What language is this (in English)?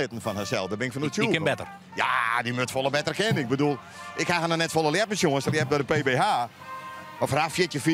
Western Frisian